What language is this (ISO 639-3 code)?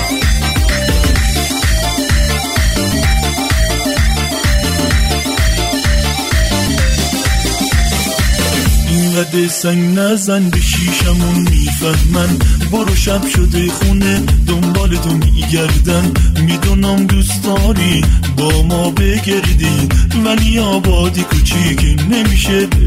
fas